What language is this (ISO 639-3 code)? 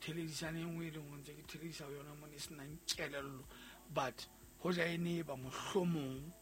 sot